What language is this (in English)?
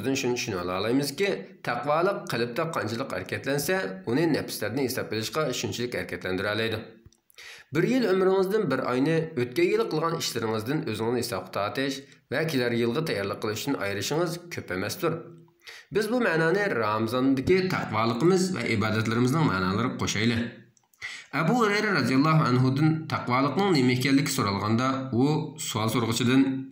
Uyghur